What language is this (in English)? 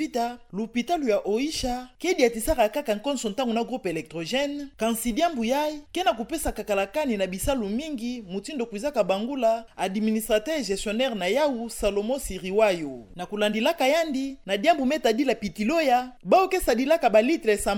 Kituba (Democratic Republic of Congo)